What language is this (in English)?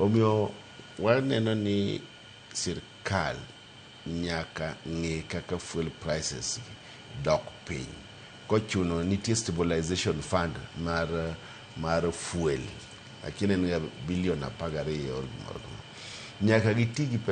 Luo (Kenya and Tanzania)